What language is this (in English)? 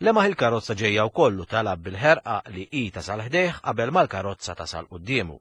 Maltese